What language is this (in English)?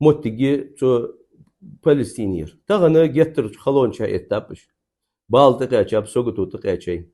Ingush